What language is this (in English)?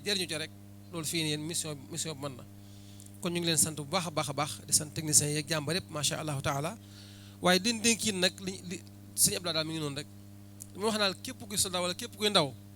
Wolof